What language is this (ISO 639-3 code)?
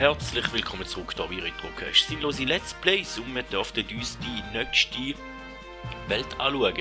gsw